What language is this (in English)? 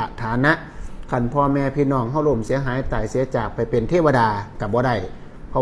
Northeastern Thai